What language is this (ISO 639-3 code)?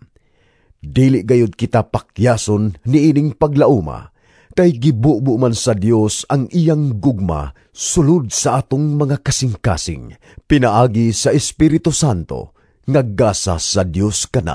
ceb